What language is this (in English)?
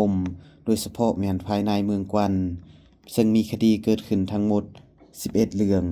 Lao